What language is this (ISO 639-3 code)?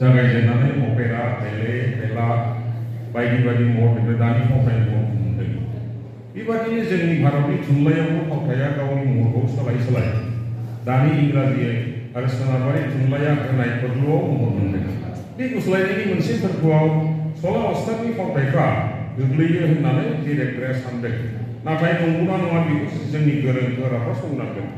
brx